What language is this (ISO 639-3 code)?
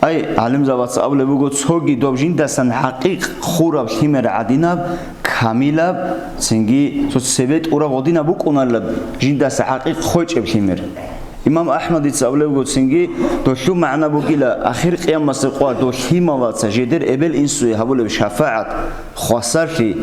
ava